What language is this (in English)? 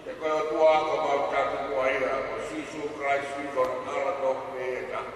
Tongan